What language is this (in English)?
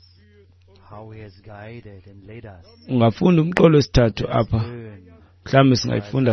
Xhosa